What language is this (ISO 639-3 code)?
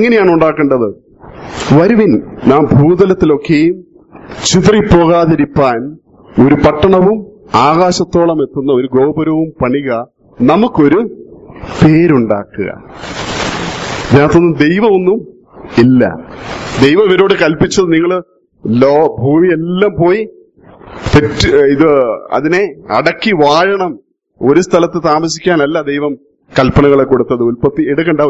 mal